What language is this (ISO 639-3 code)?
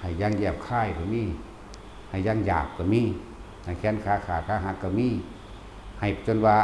lao